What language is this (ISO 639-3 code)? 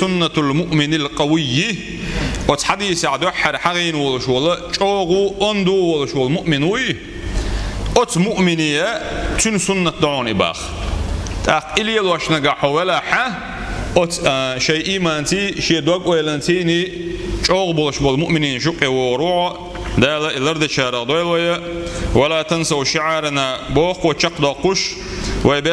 che